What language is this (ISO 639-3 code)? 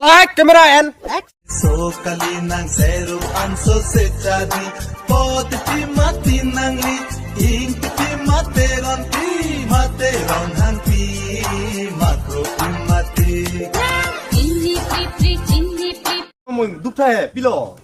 mjw